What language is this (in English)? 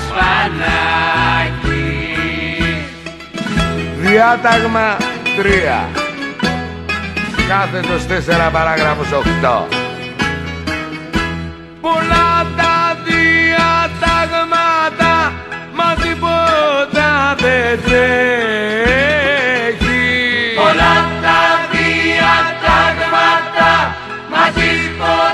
Greek